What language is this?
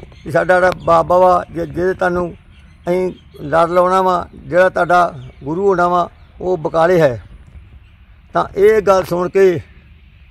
Punjabi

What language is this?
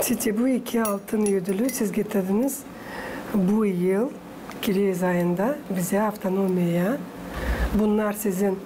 Gagauz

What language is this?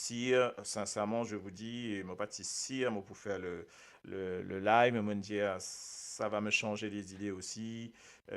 Morisyen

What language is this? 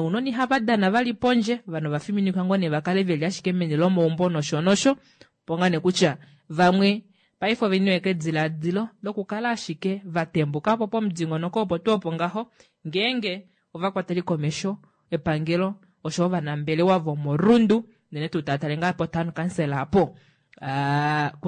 Kuanyama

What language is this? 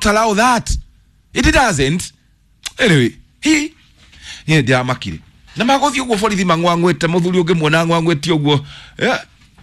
Kikuyu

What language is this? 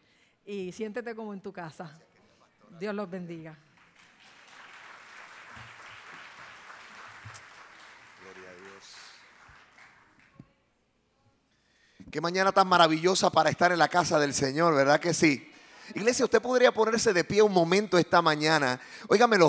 Spanish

